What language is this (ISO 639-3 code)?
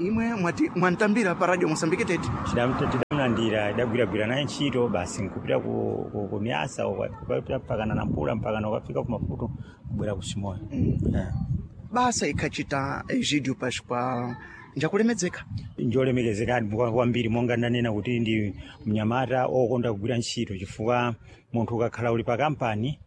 seh